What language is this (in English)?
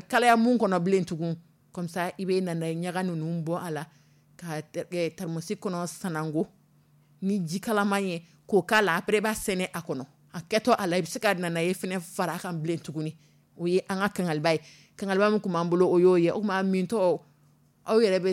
Dyula